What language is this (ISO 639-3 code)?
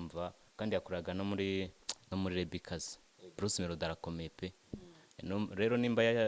kin